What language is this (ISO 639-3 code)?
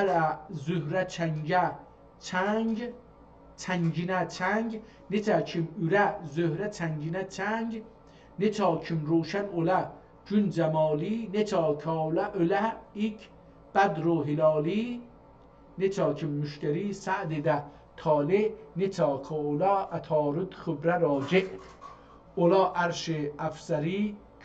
azb